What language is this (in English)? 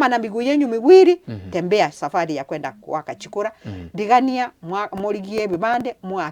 Gusii